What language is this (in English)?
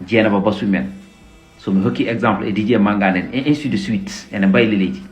Fula